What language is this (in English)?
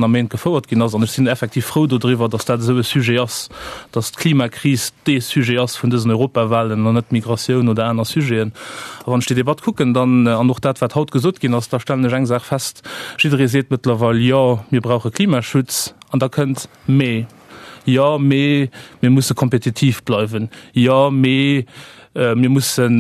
Luxembourgish